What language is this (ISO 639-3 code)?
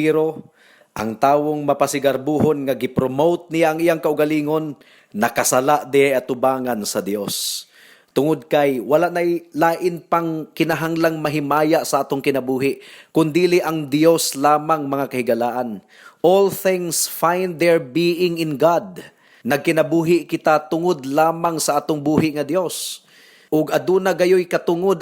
ceb